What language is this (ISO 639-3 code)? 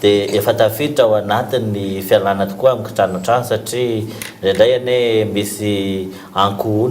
mlg